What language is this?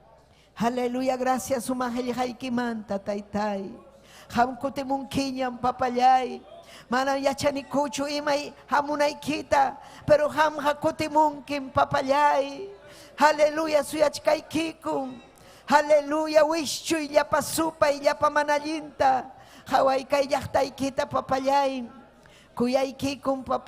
Ayacucho Quechua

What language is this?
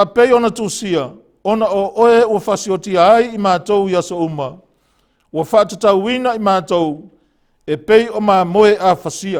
Samoan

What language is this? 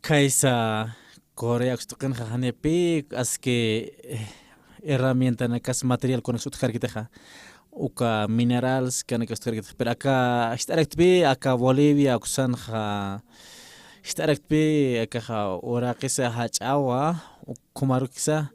Aymara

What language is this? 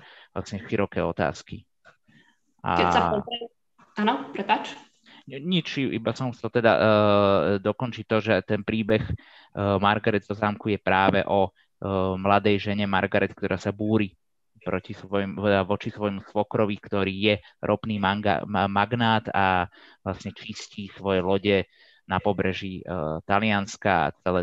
Slovak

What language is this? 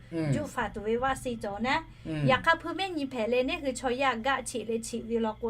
Lahu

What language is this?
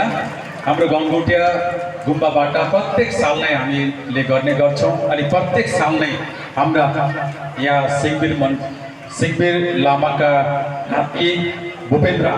Nepali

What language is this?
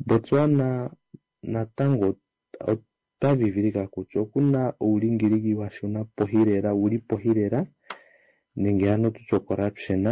Kuanyama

